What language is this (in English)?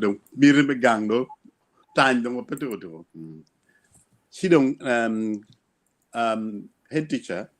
Acoli